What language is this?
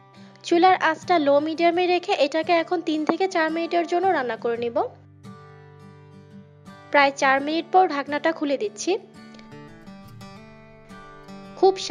Bangla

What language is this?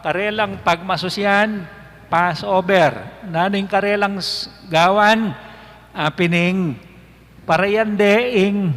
Pampanga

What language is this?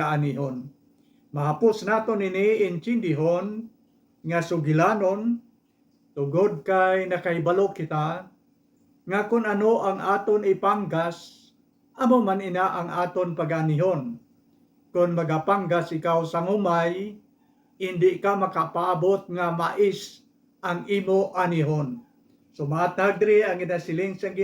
Hiligaynon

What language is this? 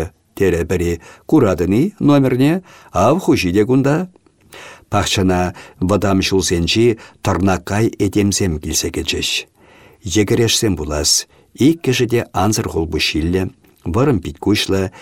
Chuvash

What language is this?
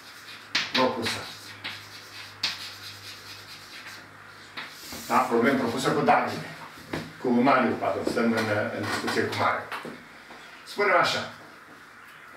Romanian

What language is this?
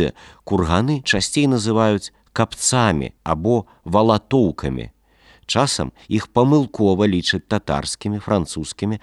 Belarusian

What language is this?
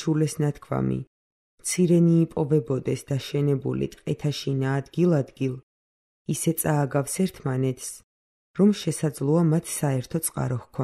Georgian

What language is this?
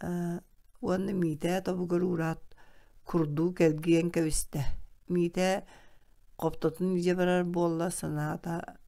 Yakut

